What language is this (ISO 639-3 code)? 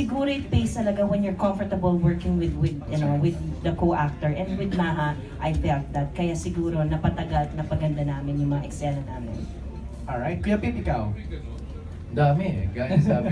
fil